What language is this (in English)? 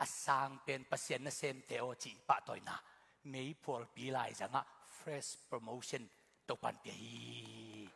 Tedim Chin